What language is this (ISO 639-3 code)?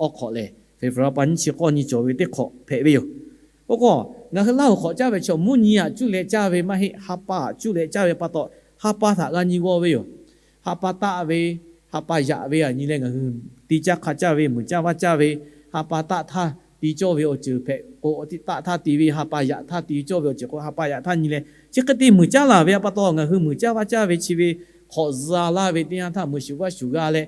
lhu